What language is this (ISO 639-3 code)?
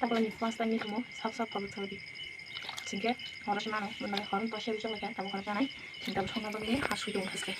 trp